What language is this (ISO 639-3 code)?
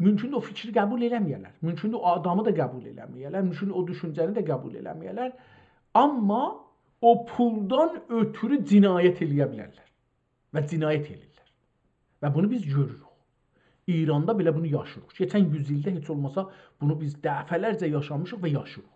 azb